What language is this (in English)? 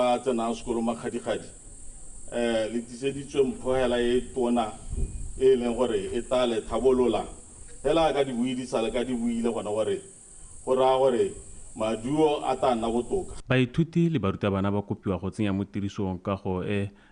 Tswana